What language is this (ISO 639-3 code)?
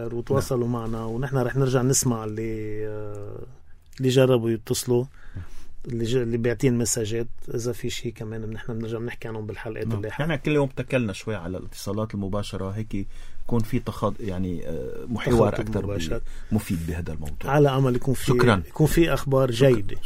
apc